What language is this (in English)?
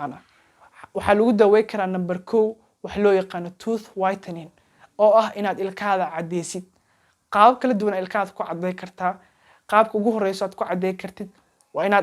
Somali